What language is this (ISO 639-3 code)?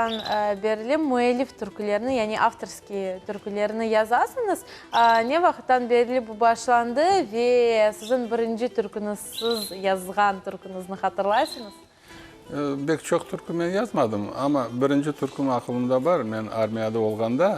crh